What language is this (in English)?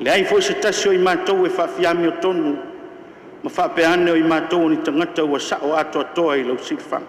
Samoan